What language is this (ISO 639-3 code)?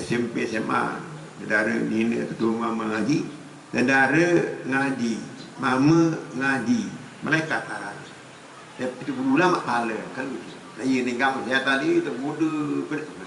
sas